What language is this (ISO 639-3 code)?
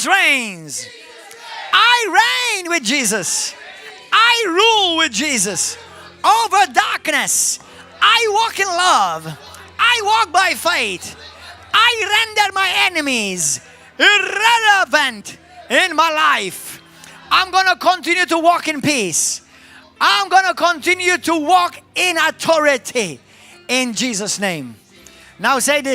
eng